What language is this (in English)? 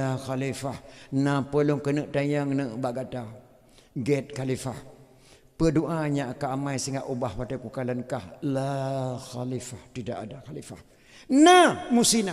Achinese